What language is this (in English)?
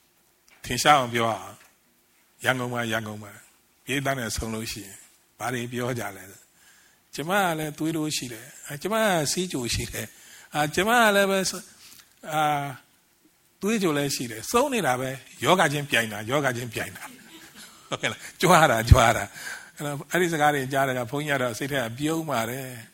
Burmese